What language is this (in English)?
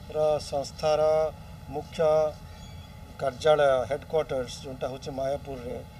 Odia